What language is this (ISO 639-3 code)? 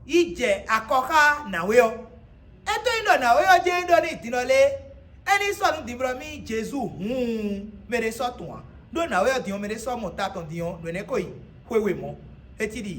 fon